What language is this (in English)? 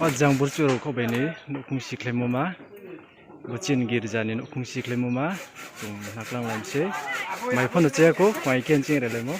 Riang (India)